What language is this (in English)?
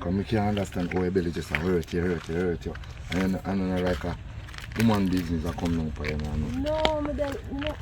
Jamaican Creole English